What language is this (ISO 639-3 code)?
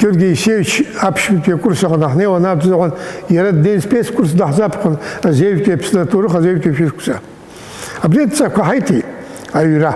abk